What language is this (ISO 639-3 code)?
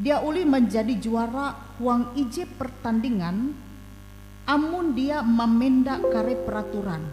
nij